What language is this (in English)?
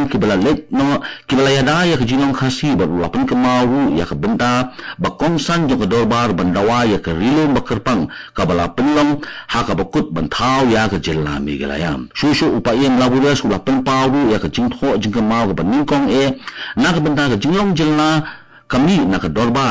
Khasi